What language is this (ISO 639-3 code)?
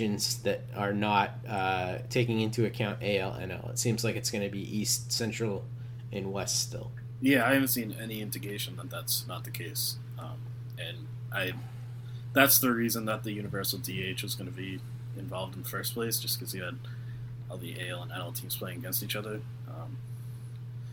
eng